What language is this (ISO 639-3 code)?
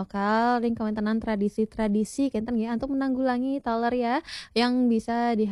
ban